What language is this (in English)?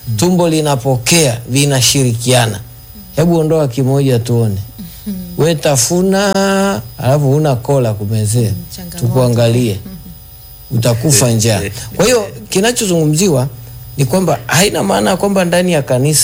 Swahili